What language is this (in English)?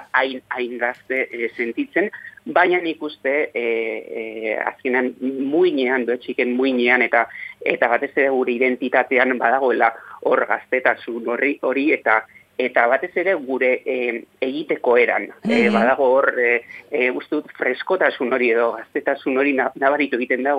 Basque